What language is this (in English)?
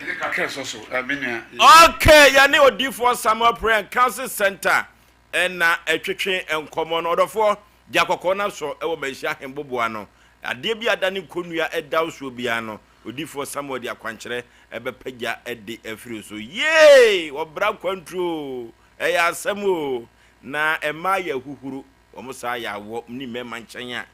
Akan